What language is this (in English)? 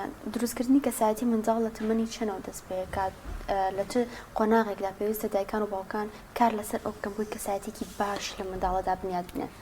Central Kurdish